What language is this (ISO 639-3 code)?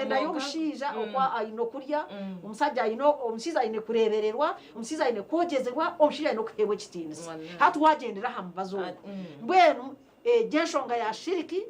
nyn